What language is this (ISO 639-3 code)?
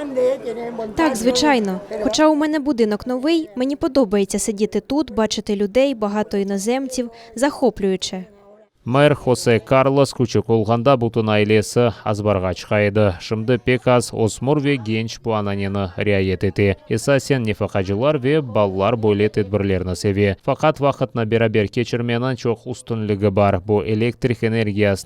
crh